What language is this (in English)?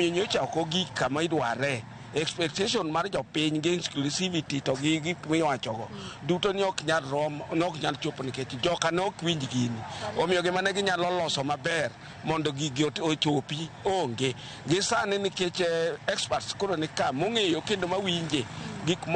Luo (Kenya and Tanzania)